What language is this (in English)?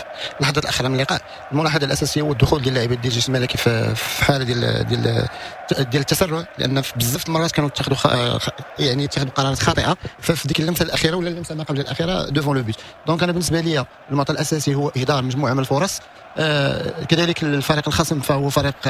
Moroccan Arabic